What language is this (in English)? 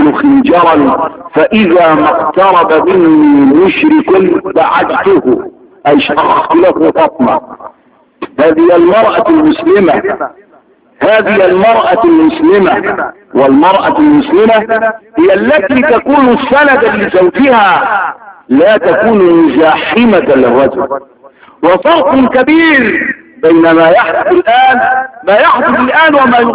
Arabic